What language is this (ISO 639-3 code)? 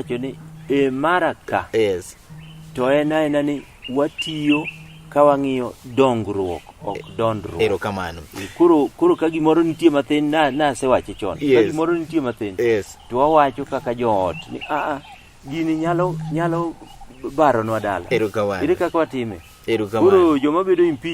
luo